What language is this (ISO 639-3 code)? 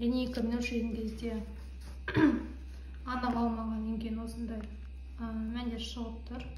kaz